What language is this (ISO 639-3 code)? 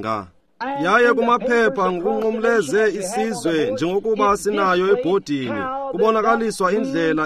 xho